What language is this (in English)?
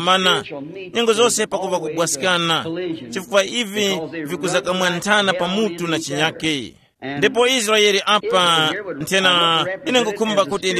Tumbuka